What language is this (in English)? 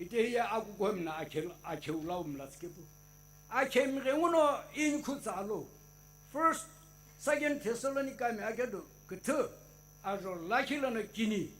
Sumi Naga